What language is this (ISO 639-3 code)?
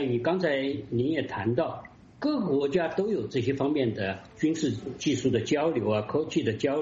zho